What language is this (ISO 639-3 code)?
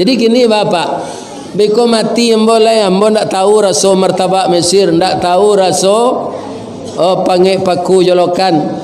min